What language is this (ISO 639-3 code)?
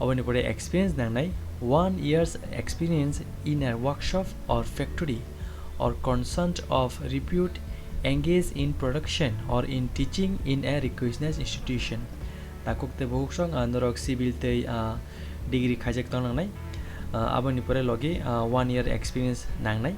trp